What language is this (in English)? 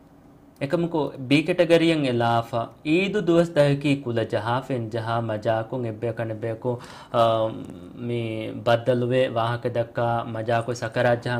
Divehi